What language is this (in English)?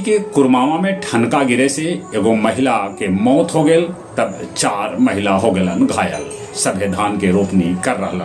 Magahi